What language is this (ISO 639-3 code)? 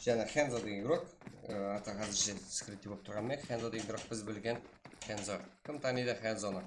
kaa